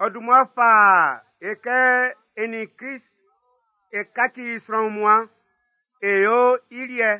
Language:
Baoulé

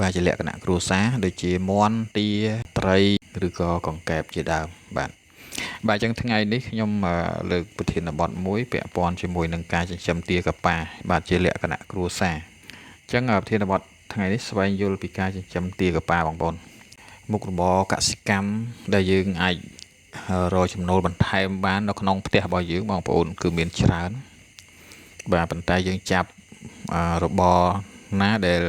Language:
Khmer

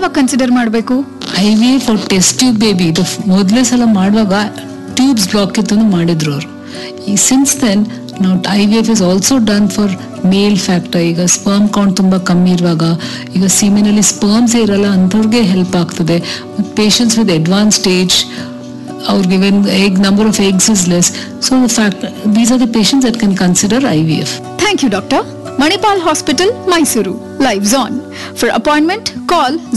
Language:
Kannada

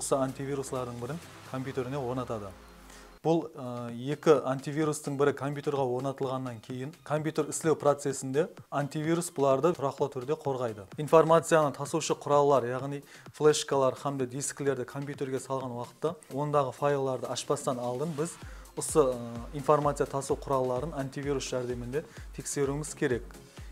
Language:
Kara-Kalpak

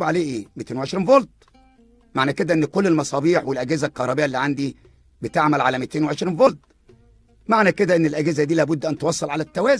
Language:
Egyptian Arabic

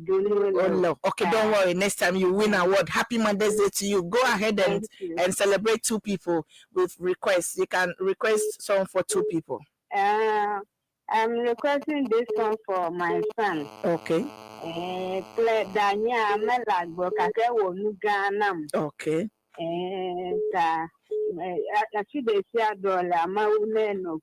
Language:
Ewe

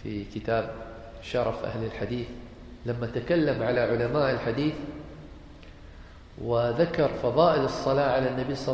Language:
Arabic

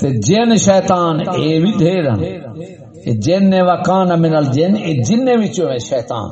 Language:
Saraiki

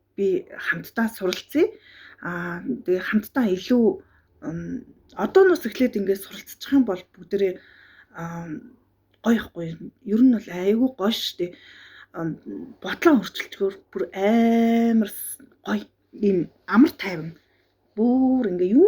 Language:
Mongolian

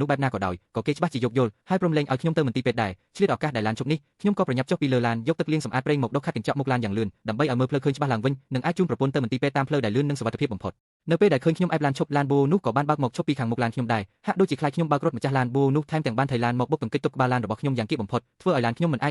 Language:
Khmer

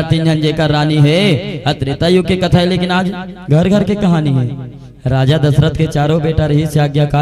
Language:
Chhattisgarhi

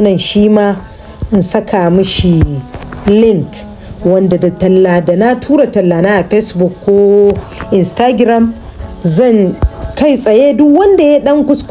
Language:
Hausa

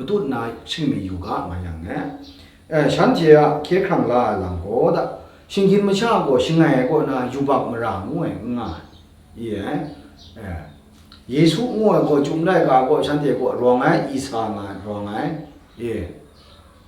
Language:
Kachin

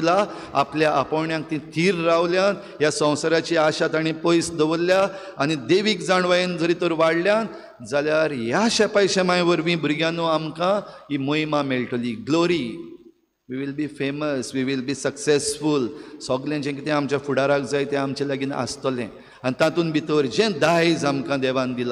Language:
Konkani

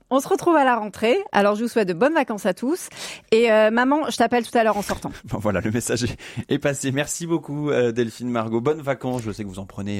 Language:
French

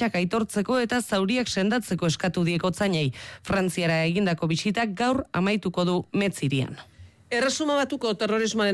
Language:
Basque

